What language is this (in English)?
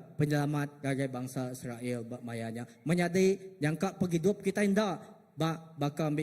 Iban